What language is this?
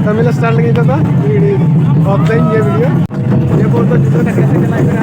Santali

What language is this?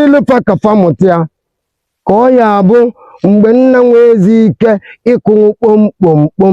Igbo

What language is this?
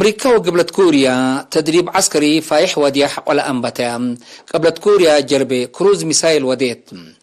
Tigre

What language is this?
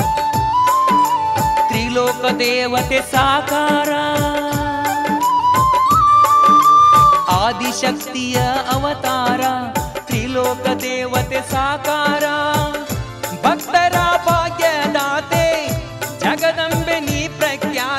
Kannada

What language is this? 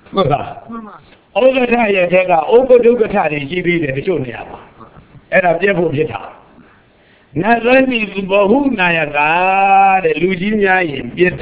Burmese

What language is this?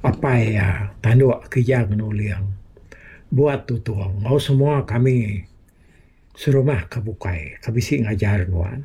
Iban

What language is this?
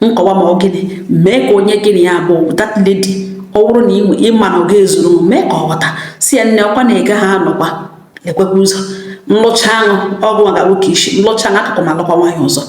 Igbo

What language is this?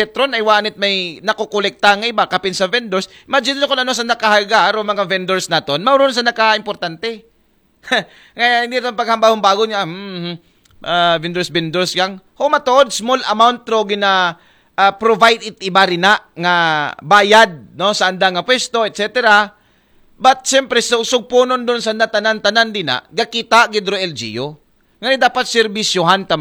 Aklanon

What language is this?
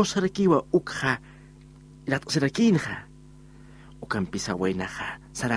Aymara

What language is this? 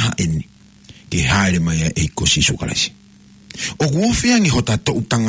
Tongan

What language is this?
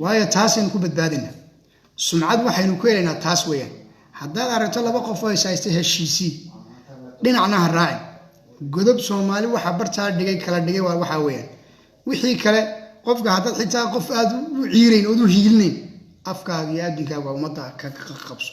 Somali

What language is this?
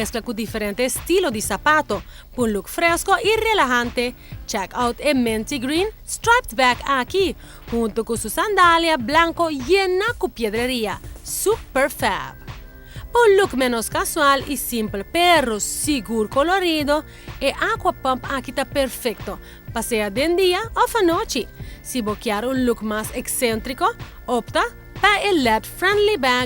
Papiamento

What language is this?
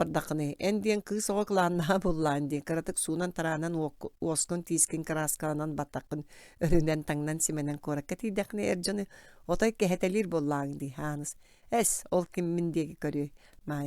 Yakut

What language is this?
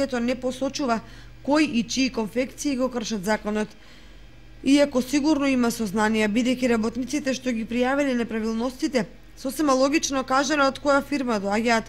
Macedonian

